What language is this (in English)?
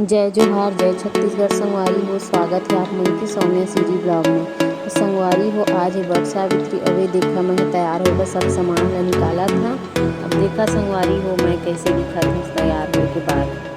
Chhattisgarhi